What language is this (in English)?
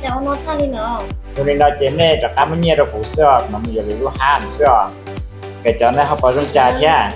Hmong